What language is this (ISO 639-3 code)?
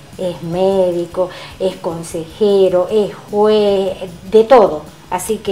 spa